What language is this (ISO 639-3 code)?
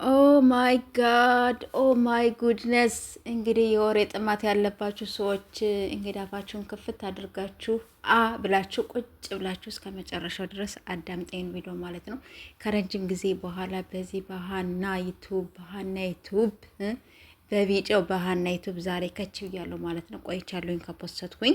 amh